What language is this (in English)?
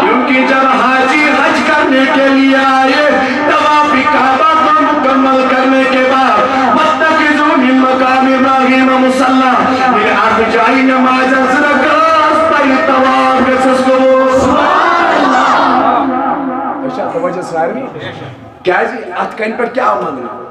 Kashmiri